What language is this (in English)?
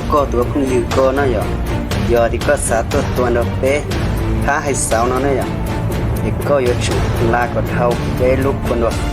Hmong